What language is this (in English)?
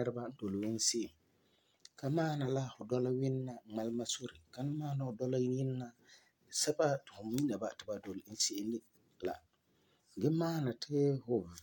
Frafra